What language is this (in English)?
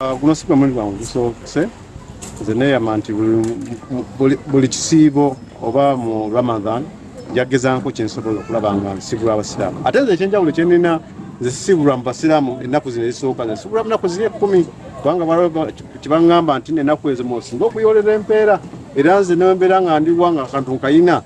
Ganda